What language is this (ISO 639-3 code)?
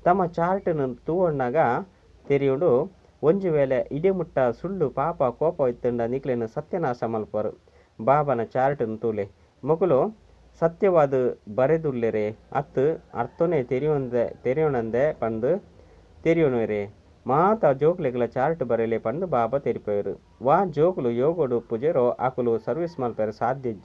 tcy